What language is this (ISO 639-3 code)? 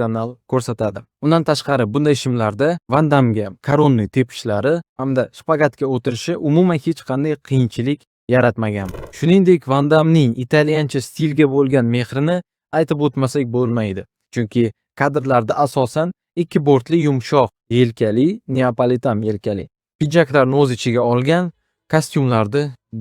uzb